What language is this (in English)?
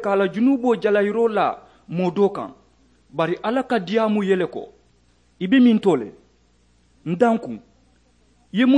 Mandingo